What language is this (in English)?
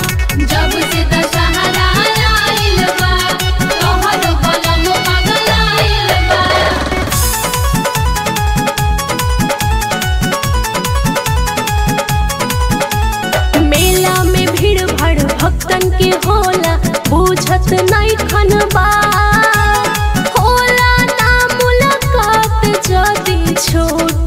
Bhojpuri